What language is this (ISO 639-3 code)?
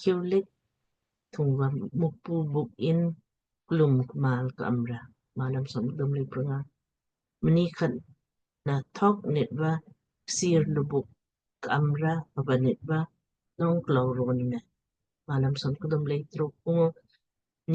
lmk